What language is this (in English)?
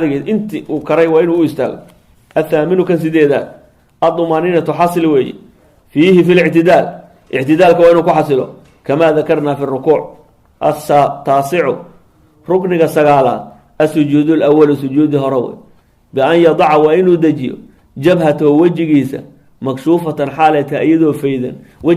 Somali